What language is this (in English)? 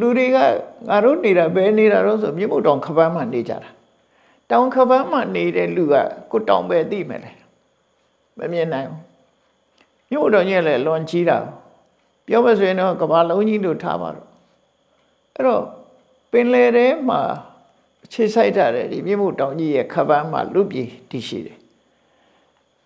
Burmese